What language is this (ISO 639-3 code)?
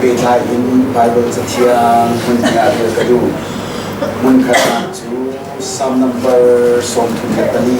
cnh